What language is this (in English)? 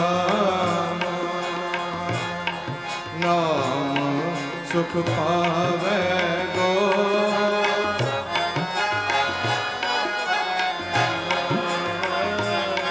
Punjabi